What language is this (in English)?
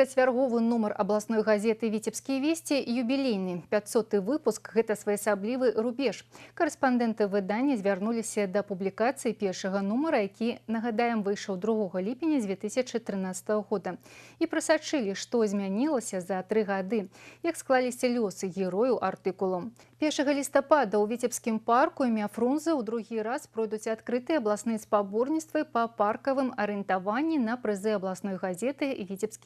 Belarusian